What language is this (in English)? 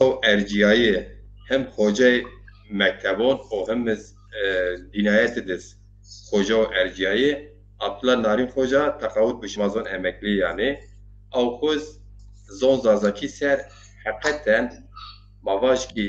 Zaza